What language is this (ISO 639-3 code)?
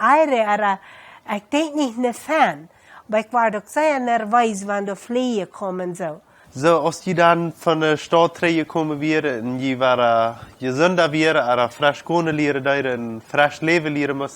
pdt